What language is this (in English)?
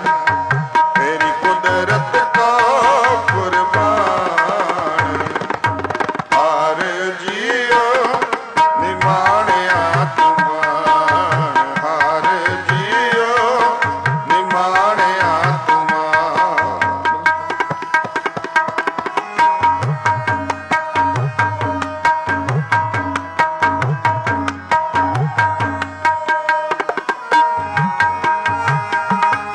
Punjabi